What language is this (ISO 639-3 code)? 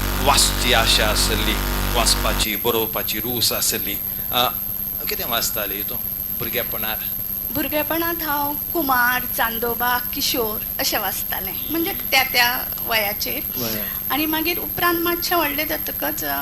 kok